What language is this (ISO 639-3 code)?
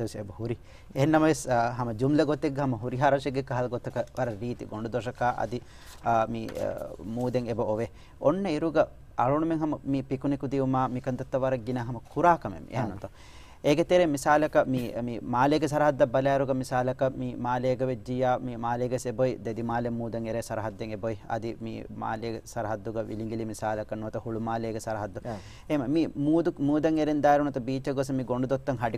div